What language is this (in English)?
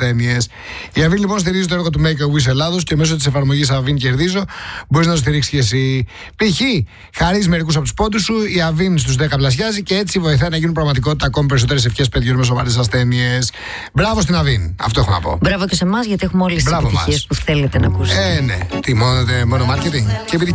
Greek